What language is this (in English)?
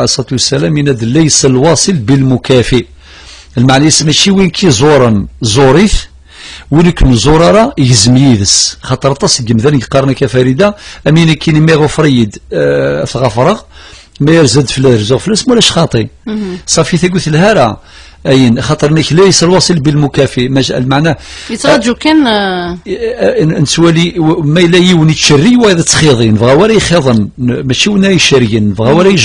Kabyle